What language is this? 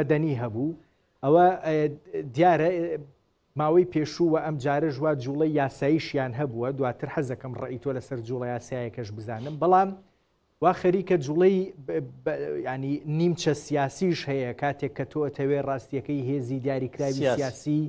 Central Kurdish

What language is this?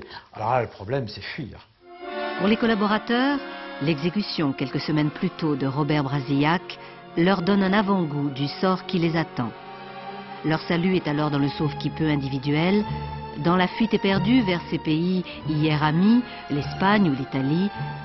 French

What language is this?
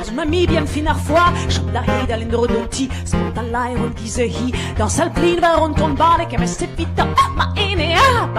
Breton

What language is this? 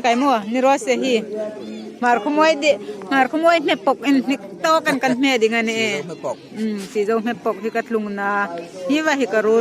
Hmar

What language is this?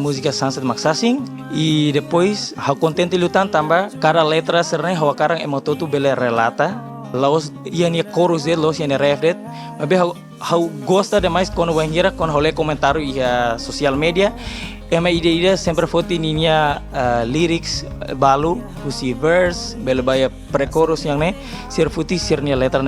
Tetum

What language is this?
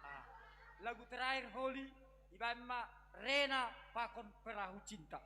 Batak Simalungun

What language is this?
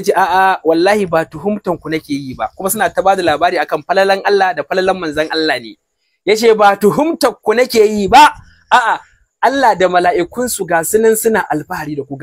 Hausa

